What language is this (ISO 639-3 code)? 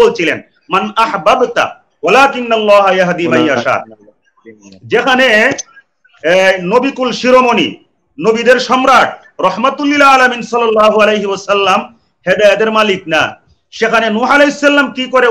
ben